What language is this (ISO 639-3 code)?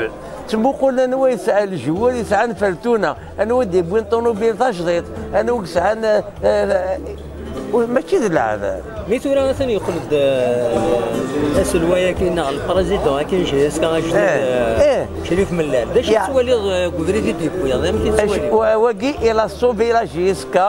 kab